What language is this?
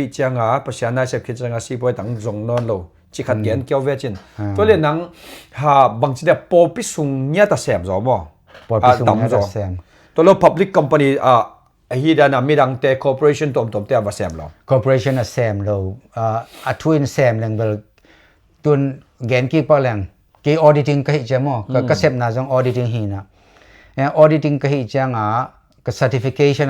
Tedim Chin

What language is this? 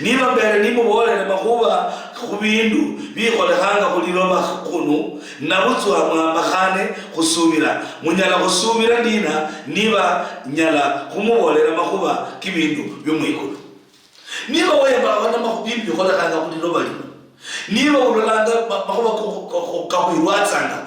Luyia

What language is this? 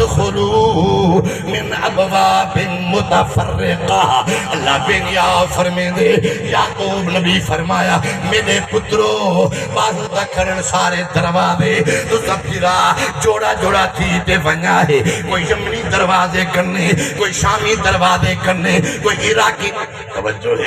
Saraiki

